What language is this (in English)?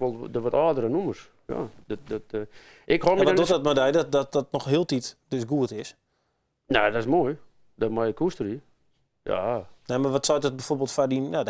Western Frisian